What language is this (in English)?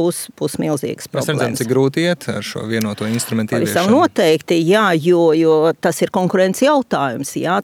Latvian